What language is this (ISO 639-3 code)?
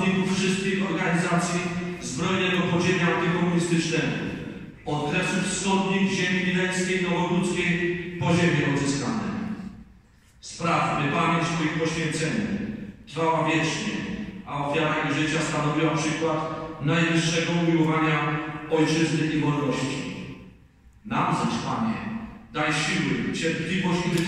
pol